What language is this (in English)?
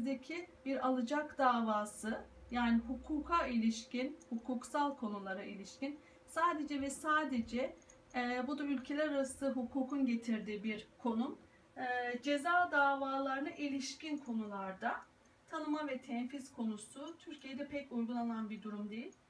Turkish